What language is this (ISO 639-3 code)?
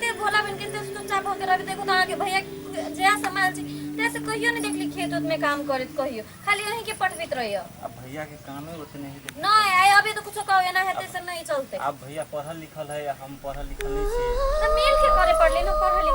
mai